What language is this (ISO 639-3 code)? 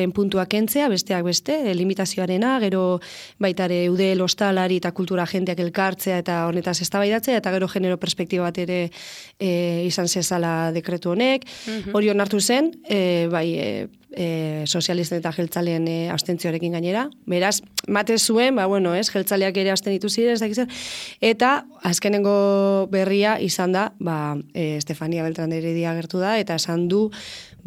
eus